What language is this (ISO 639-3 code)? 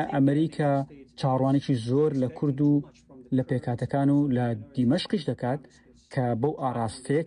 kur